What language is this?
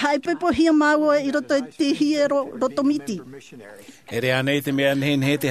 Tahitian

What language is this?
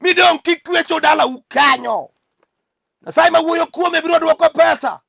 Luo (Kenya and Tanzania)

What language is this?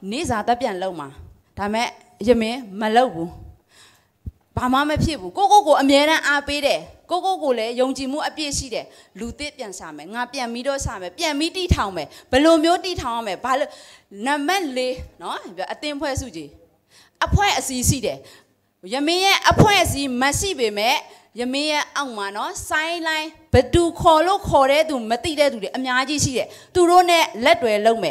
Burmese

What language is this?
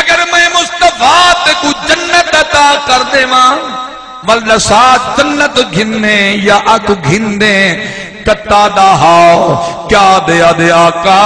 Saraiki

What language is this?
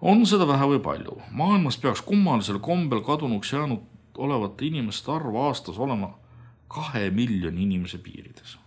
Estonian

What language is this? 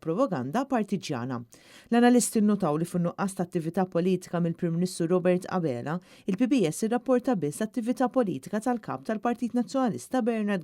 Maltese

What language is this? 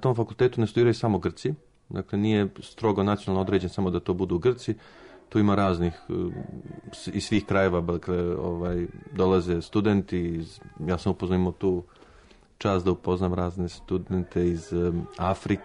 Serbian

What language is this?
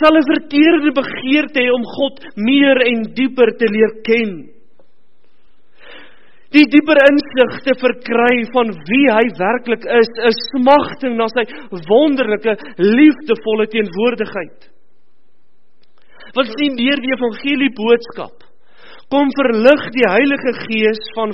Afrikaans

